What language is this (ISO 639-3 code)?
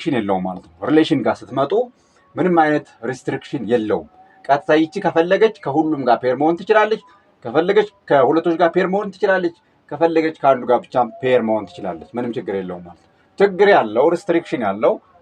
amh